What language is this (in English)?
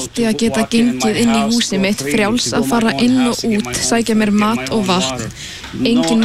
Icelandic